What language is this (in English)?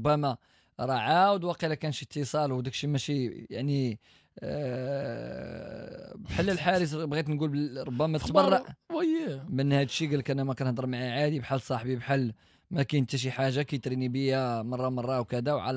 Moroccan Arabic